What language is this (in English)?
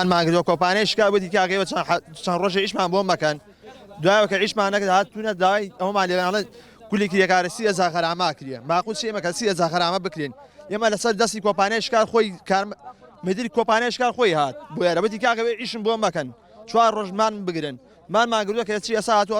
Central Kurdish